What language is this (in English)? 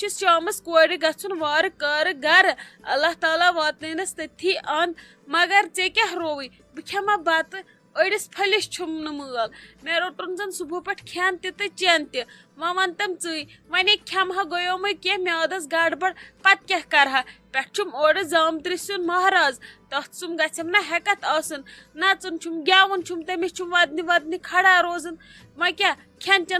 Kashmiri